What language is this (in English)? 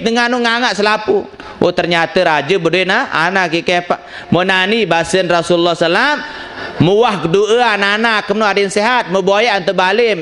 Sasak